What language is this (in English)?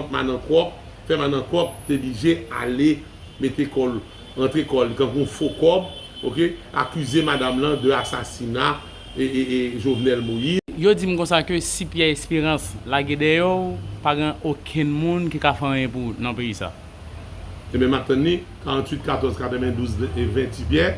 Haitian Creole